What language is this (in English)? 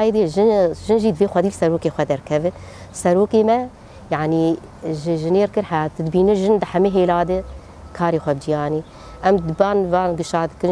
Kurdish